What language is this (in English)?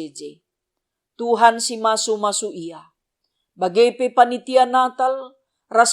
Batak Karo